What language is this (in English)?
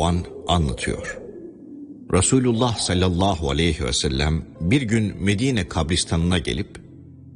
Turkish